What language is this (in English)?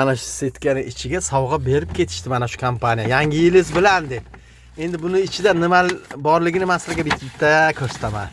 Uzbek